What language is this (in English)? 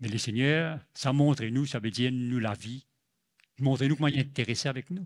Morisyen